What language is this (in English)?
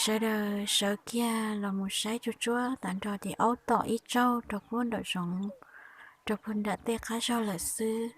Hmong